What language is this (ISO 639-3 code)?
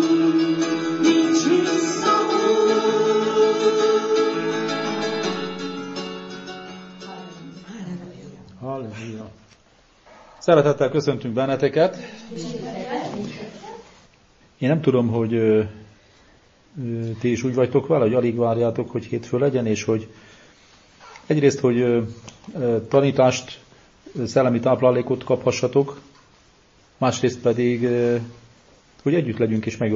hun